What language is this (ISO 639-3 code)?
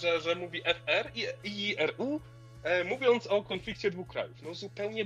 pol